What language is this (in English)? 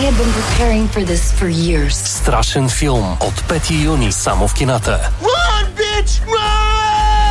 Bulgarian